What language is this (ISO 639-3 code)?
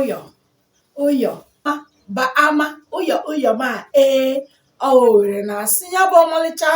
ibo